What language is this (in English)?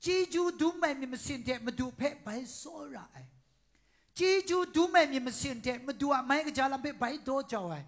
Kachin